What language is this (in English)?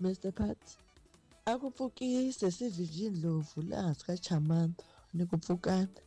Tsonga